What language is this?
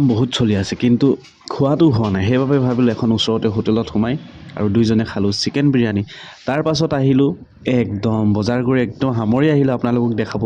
Assamese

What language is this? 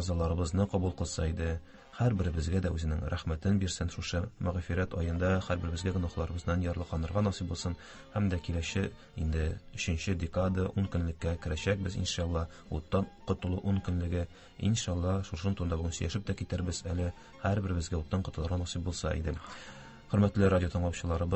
Tatar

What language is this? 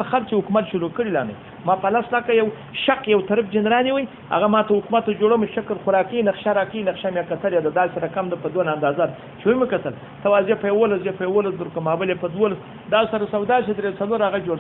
Pashto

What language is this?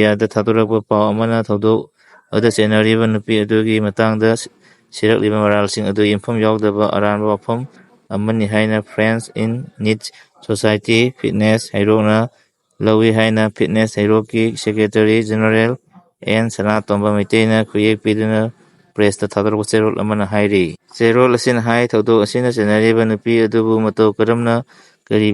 Manipuri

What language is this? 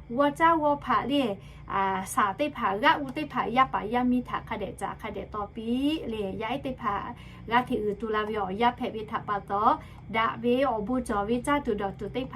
Lahu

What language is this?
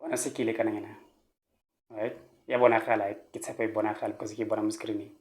Tswana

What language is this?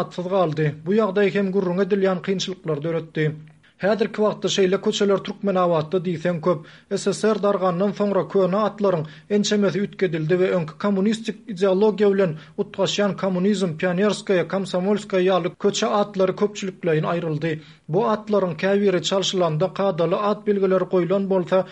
Turkmen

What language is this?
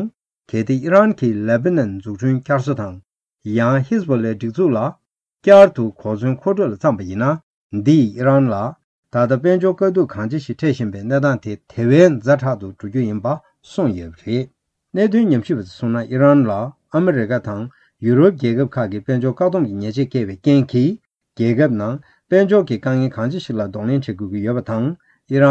Tibetan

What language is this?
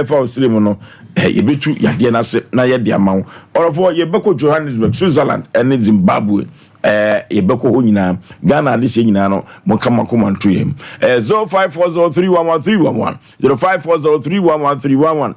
Akan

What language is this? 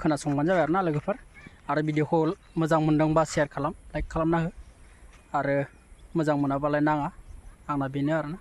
Bodo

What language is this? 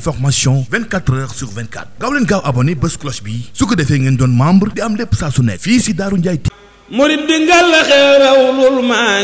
Wolof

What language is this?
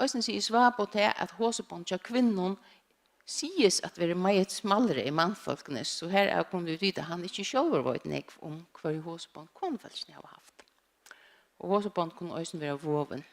Faroese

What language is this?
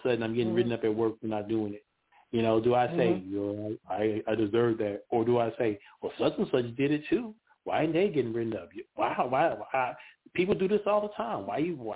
English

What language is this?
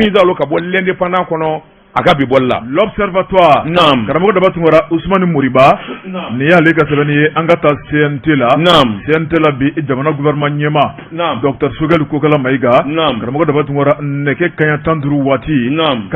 Bambara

